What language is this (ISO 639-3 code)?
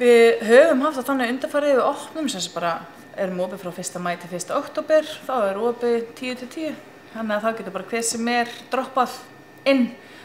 isl